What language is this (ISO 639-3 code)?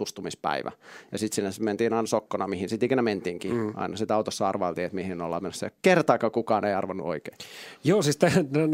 fin